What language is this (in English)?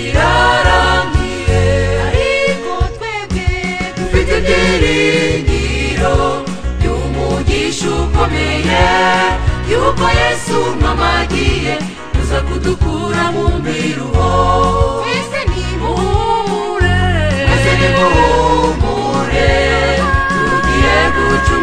Kinyarwanda